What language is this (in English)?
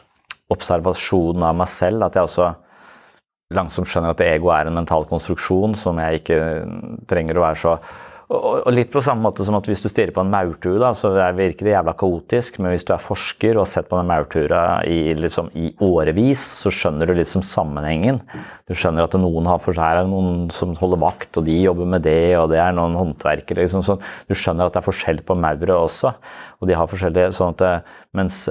Norwegian